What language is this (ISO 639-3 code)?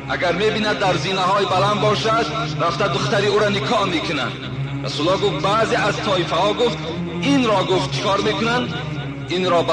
tgk